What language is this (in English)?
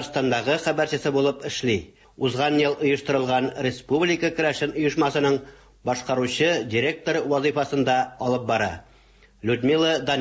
Tatar